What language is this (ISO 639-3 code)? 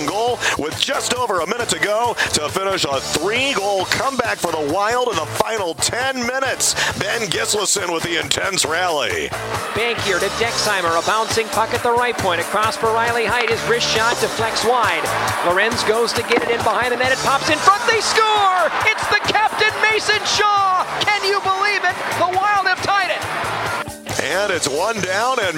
eng